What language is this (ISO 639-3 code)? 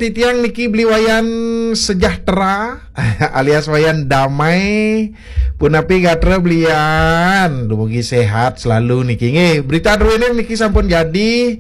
ban